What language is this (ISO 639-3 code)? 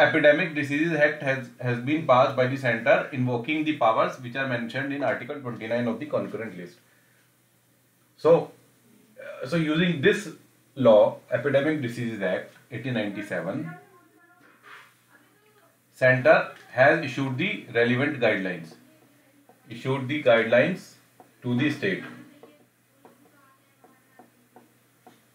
eng